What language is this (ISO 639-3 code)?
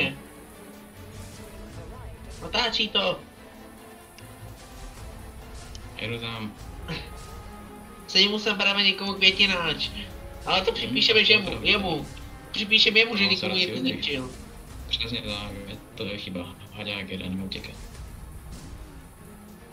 ces